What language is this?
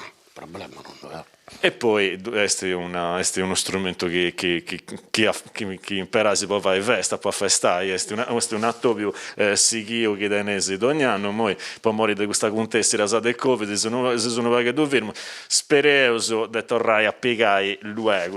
Sardinian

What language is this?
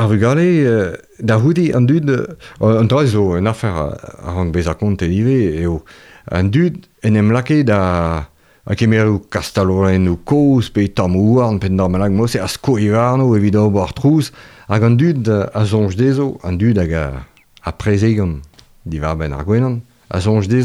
Breton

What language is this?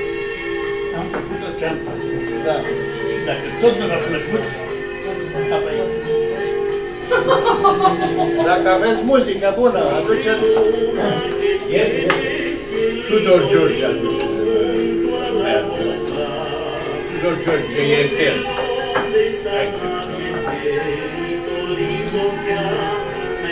Romanian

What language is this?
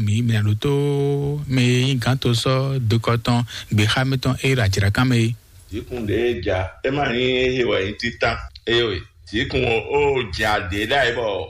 Fon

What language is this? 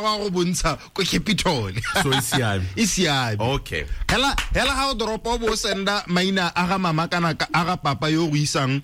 Tswana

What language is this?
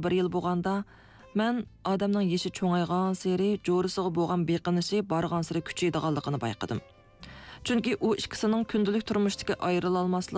Uyghur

